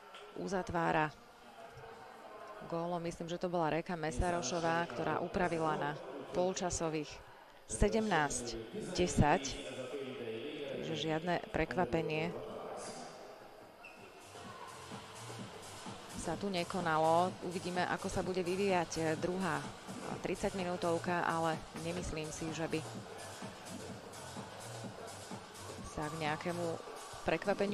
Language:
Slovak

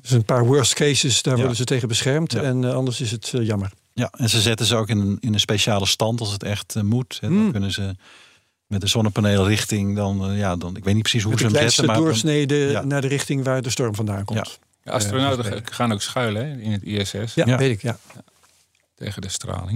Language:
Dutch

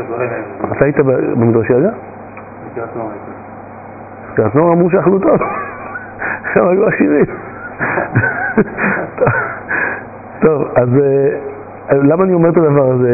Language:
Hebrew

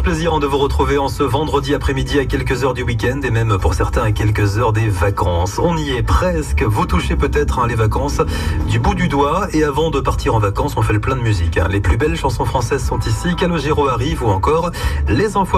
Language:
French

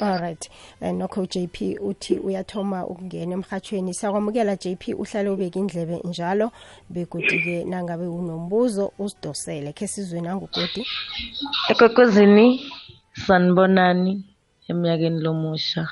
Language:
South Ndebele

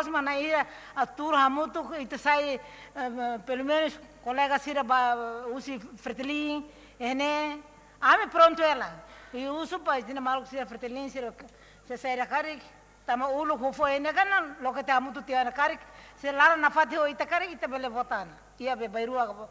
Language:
Tetum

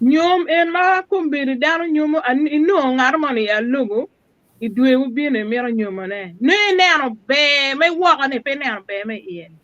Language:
Acoli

